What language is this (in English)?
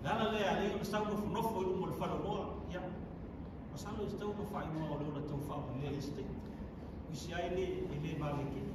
Samoan